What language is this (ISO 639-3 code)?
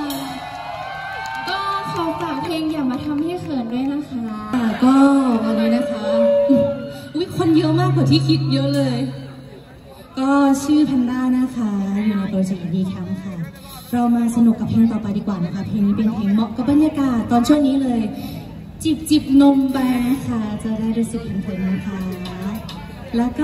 tha